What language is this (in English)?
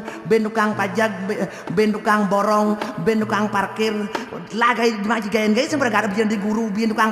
Balinese